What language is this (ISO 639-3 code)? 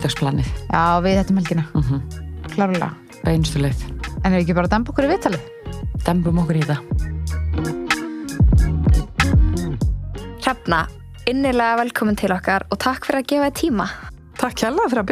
isl